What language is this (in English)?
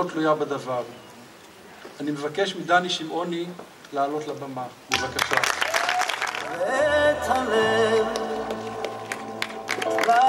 Hebrew